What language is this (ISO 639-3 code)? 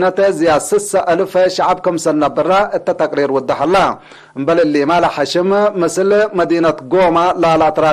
tig